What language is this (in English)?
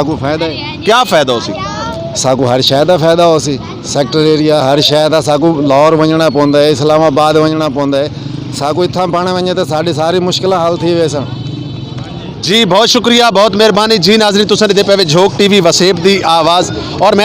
Saraiki